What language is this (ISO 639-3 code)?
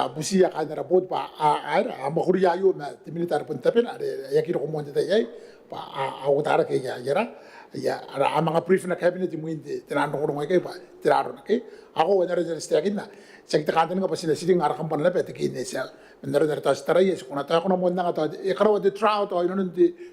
gil